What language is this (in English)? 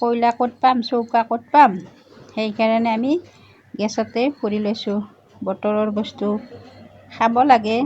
Assamese